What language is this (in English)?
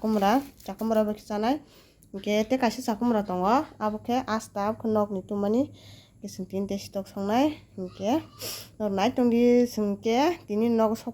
Kok Borok